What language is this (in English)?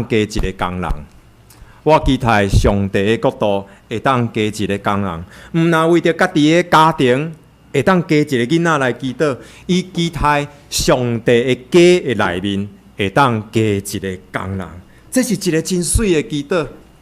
Min Nan Chinese